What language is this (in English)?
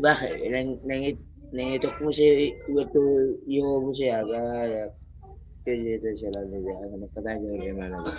Batak Toba